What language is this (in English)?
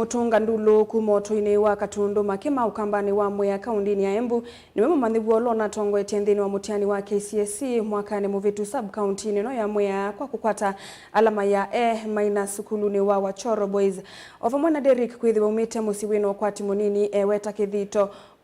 Kamba